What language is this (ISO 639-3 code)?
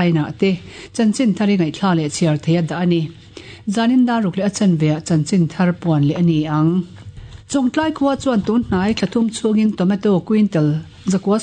lus